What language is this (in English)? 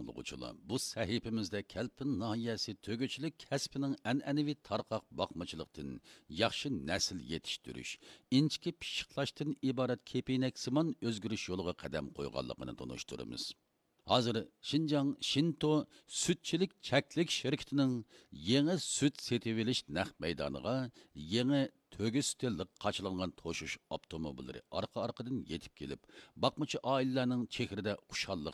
Uyghur